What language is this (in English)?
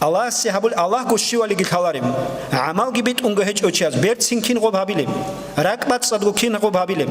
Avaric